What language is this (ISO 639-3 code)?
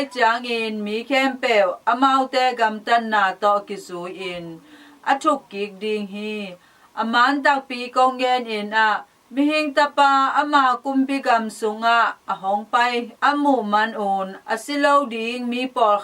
ctd